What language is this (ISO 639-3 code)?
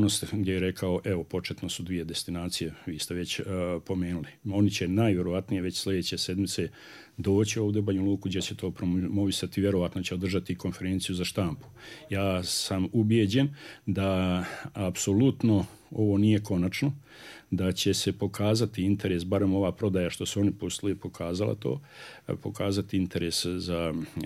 hrv